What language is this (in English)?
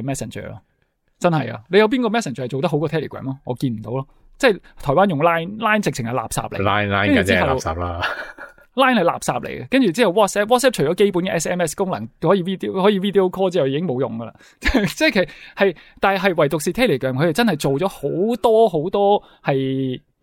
Cantonese